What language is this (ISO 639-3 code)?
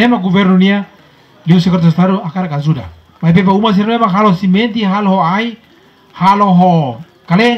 tet